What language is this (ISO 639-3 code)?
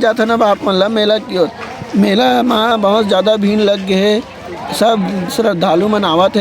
hne